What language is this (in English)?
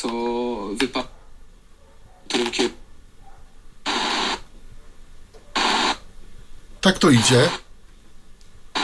Polish